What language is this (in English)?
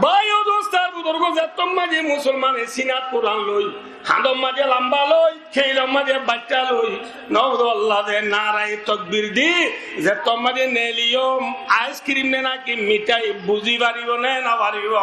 Rohingya